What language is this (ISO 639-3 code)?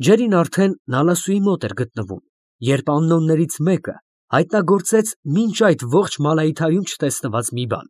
hye